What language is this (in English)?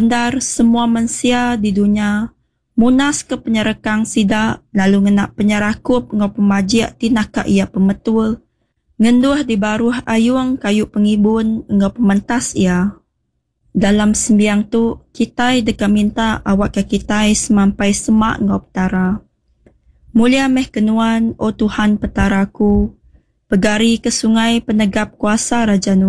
Iban